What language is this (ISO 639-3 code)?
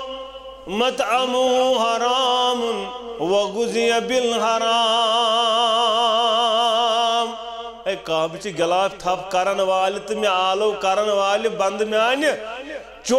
kas